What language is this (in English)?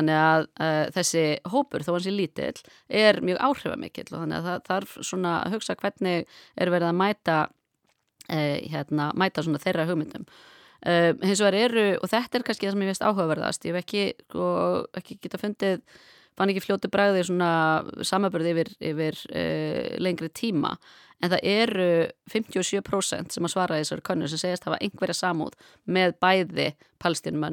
Icelandic